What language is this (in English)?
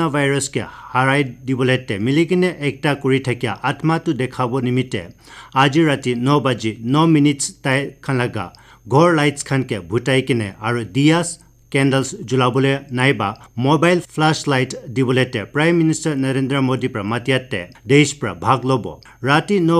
Naga Pidgin